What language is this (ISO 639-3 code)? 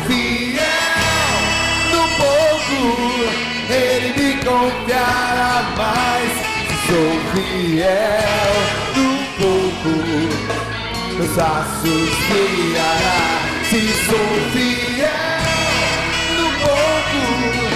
por